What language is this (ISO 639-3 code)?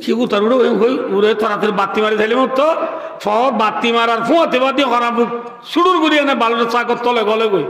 rhg